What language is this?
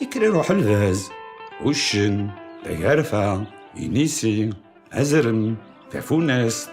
Kabyle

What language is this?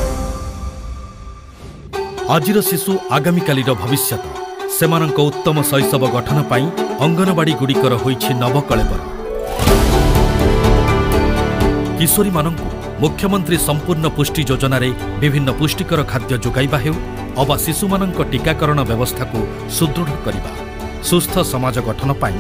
Odia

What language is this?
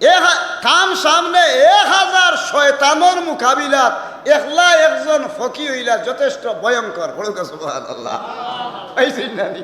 Sylheti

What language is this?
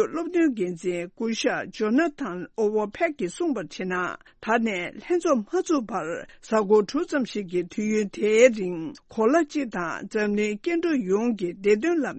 Tibetan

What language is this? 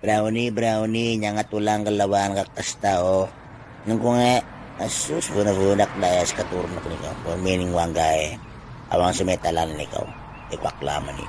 Itawit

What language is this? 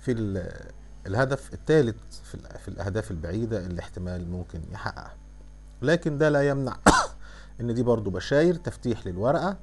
Egyptian Arabic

